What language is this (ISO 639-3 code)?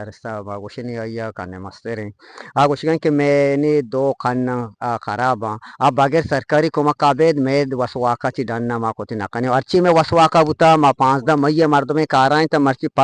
bgp